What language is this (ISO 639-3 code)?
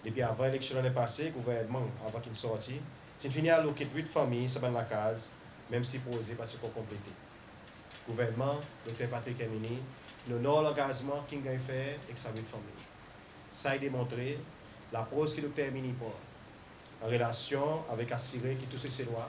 crs